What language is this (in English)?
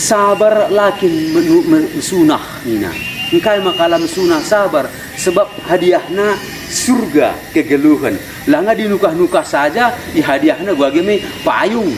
Batak Karo